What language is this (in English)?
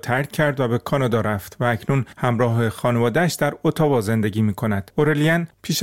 Persian